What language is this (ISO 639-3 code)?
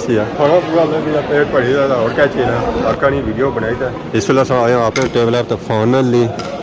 phr